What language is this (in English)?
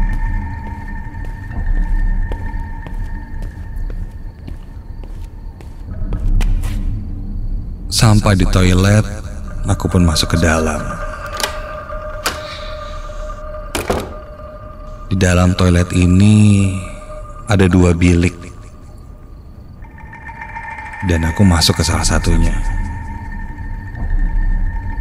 Indonesian